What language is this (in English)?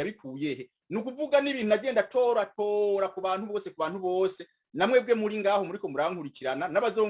Rundi